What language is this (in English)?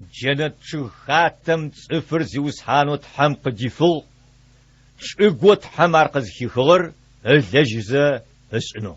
Adyghe